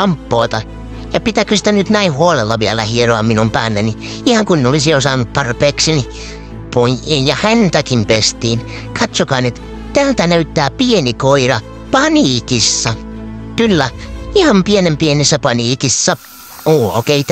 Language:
Finnish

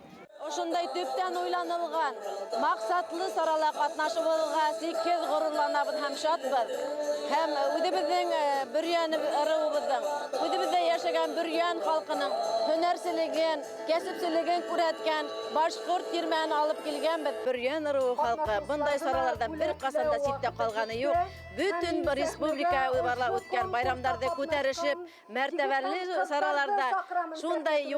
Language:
Bashkir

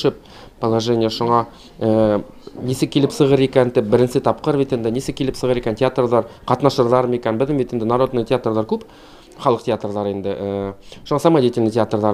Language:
Bashkir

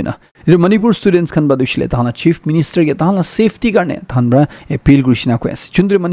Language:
Naga Pidgin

